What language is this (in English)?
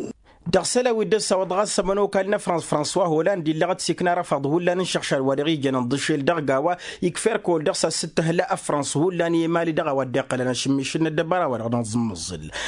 Tamasheq